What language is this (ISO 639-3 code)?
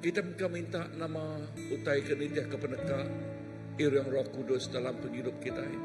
iba